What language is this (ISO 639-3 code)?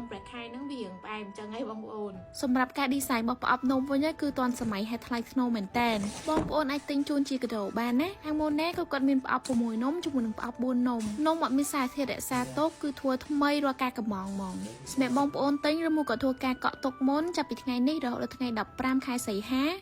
khm